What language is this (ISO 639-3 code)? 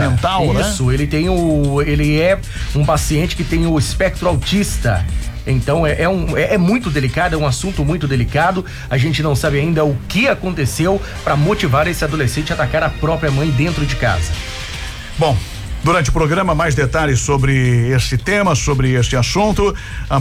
por